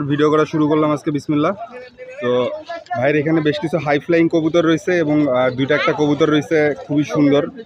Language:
Bangla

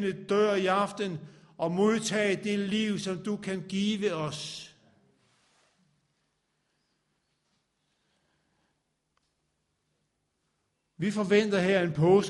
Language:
Danish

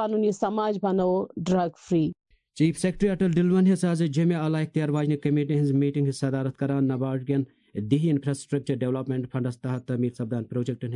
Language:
Kashmiri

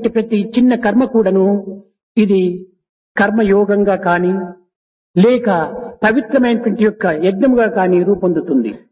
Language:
Telugu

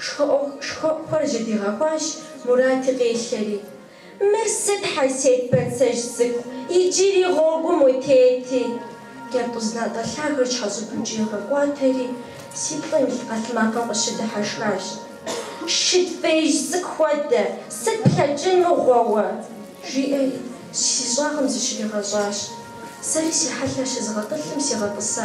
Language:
Kabardian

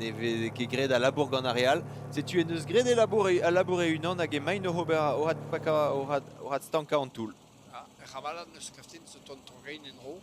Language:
Breton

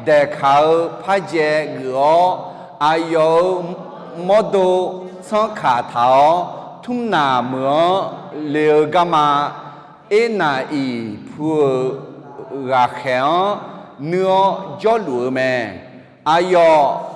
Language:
Akha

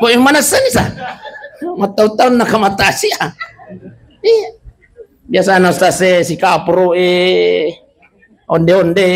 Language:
Buginese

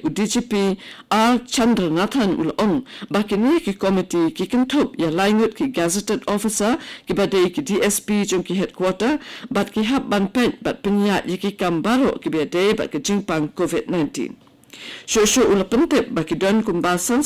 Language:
Khasi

